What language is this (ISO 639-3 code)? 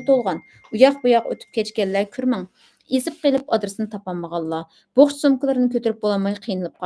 uig